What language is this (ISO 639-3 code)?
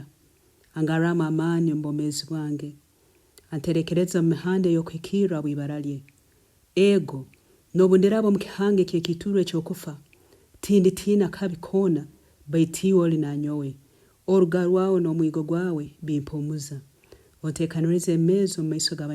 nyn